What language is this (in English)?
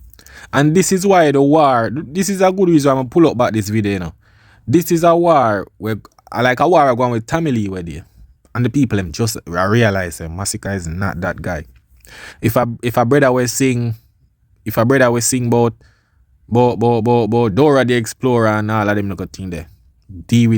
Jamaican Creole English